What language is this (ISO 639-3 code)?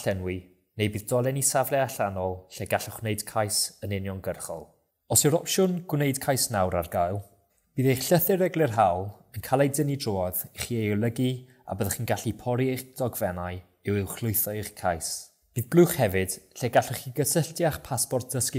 cym